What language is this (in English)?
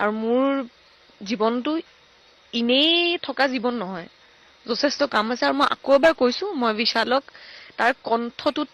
Assamese